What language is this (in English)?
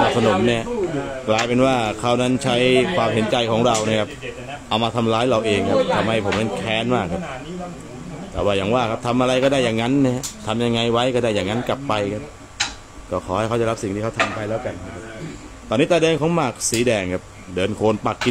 Thai